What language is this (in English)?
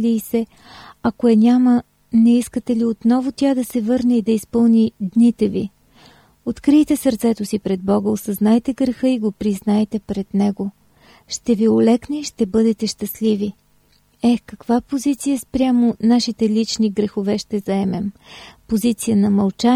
Bulgarian